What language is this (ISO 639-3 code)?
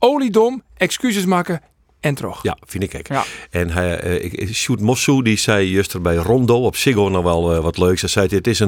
fry